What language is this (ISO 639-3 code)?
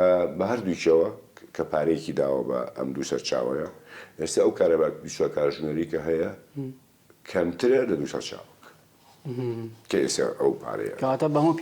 ckb